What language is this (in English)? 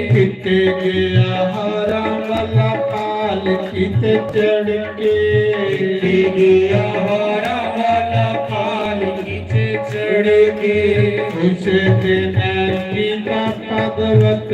Dogri